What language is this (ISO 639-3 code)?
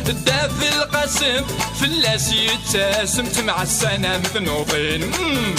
kab